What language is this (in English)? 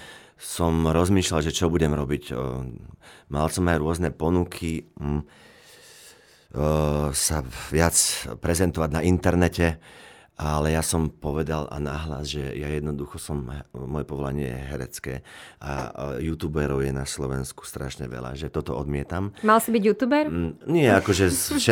Slovak